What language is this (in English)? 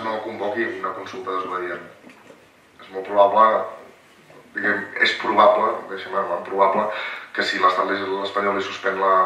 Catalan